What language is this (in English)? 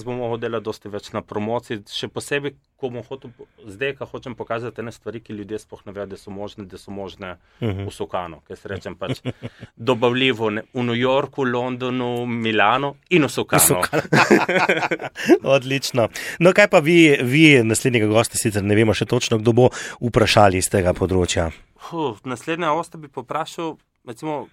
Slovenian